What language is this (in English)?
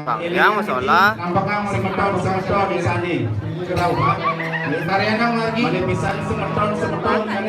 Balinese